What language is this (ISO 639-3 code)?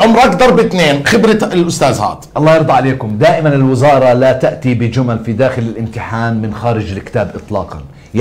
ajp